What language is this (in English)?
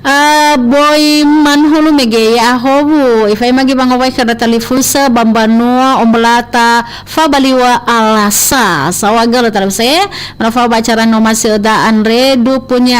Nias